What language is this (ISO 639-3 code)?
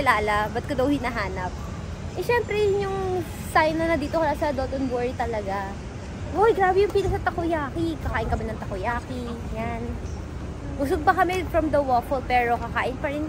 fil